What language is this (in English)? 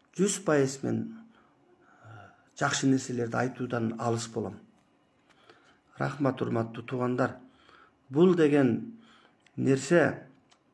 Kyrgyz